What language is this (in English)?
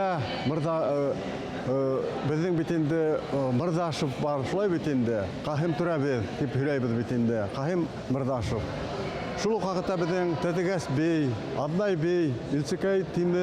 Bashkir